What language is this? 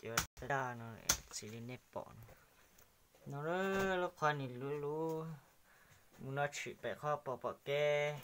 Hmong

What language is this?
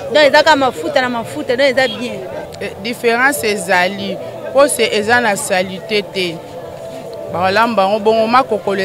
Lingala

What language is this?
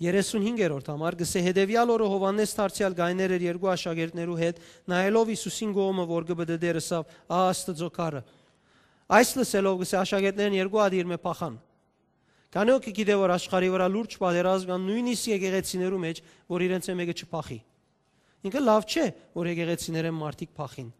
Western Armenian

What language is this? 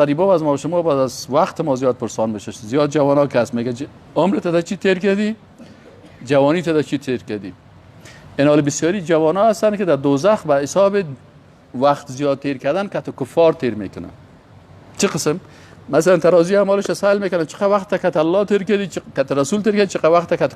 Persian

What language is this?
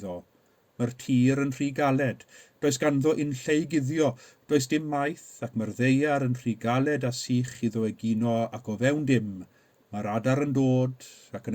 Welsh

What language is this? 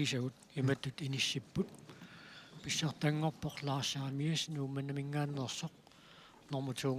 Kalaallisut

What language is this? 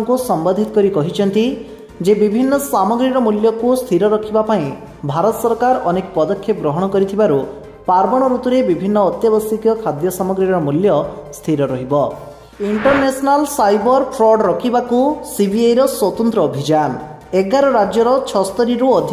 Odia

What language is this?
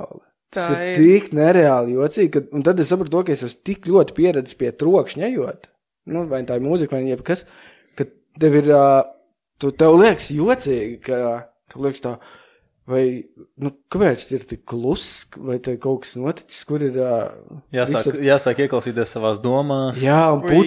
Latvian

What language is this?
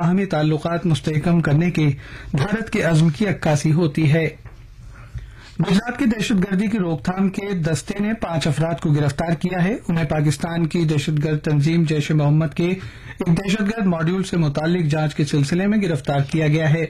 Urdu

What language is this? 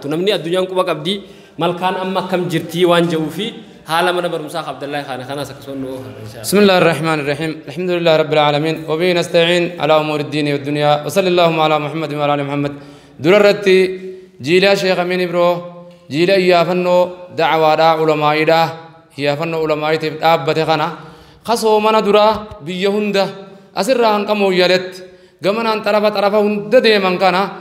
Oromo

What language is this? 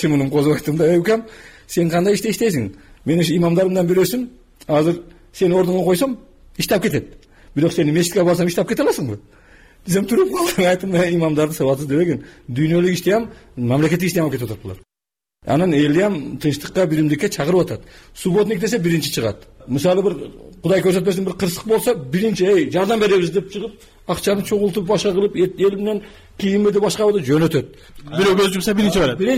Kyrgyz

